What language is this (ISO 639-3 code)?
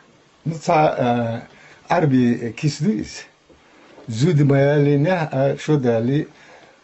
che